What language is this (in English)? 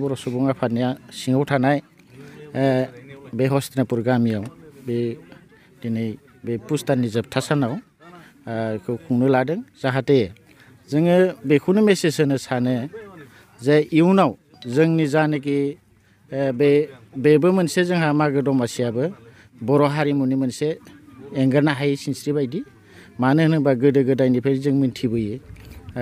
Bodo